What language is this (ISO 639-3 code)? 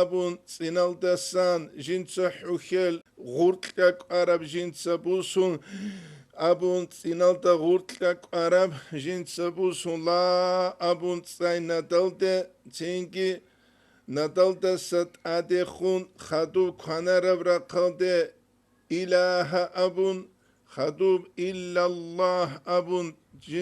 ava